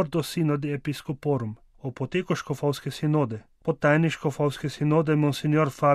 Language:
Slovenian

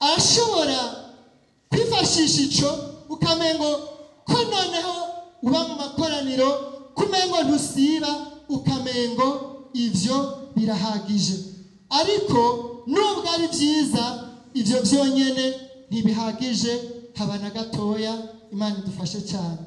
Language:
Rundi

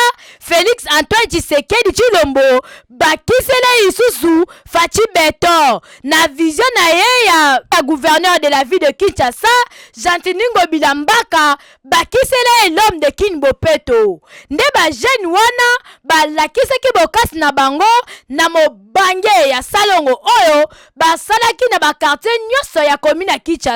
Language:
Lingala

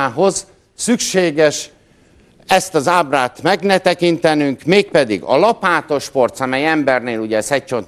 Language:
Hungarian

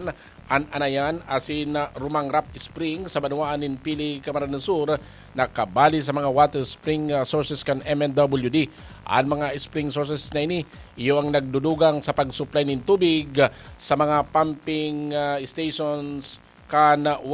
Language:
Bikol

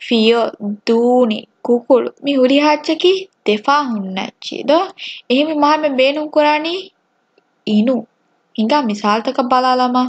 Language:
Divehi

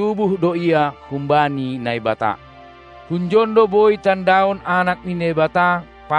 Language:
Batak Simalungun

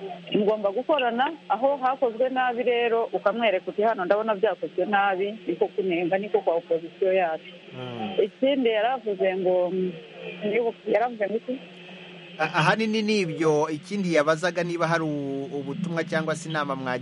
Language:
Kinyarwanda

